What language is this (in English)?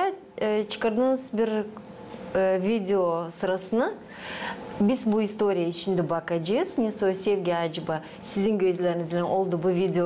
Gagauz